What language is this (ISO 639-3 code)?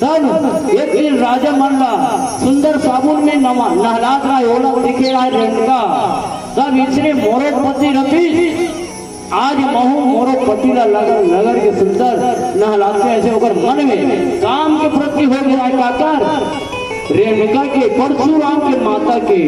hne